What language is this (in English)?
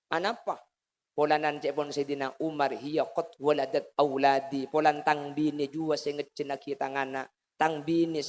Madurese